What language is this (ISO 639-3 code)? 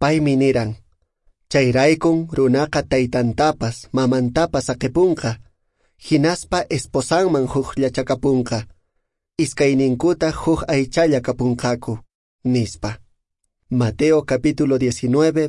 que